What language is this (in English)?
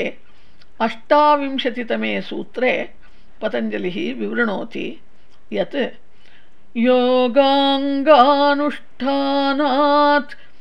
Sanskrit